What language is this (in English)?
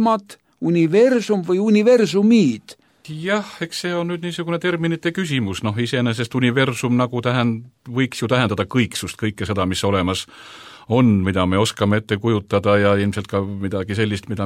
Estonian